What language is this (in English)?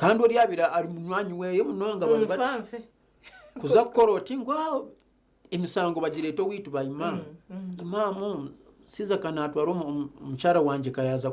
Nyankole